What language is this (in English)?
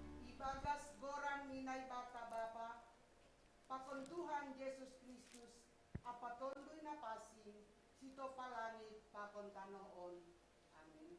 Batak Simalungun